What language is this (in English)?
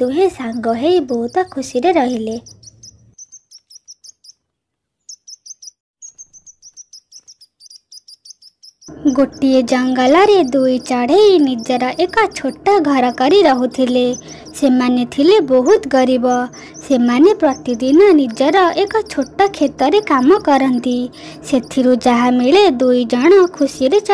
Odia